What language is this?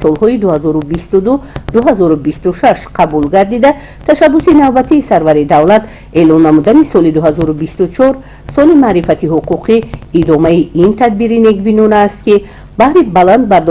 Tajik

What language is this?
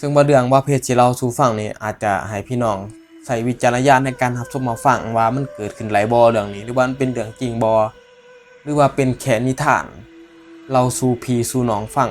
Northeastern Thai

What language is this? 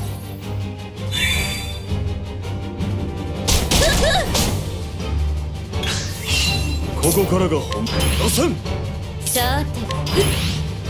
Japanese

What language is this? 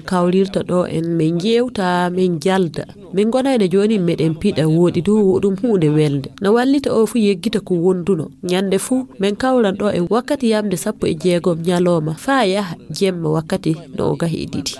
Fula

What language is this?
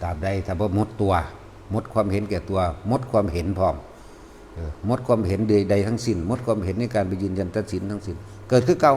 Northeastern Thai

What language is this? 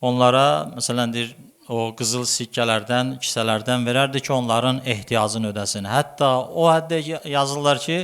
Azerbaijani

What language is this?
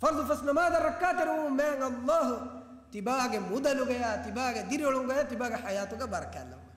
Divehi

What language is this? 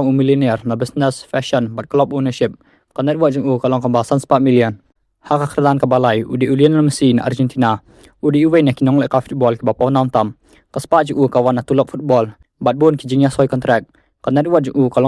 Khasi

